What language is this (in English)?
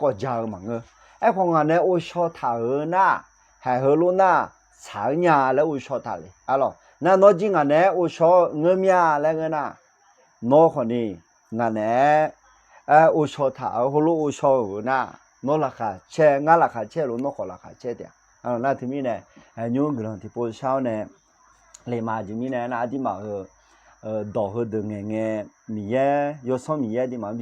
Akha